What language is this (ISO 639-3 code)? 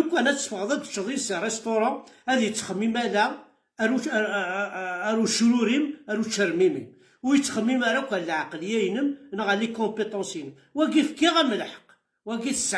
kab